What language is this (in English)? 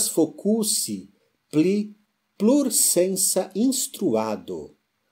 Esperanto